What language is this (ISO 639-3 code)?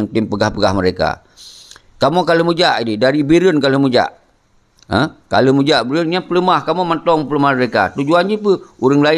ace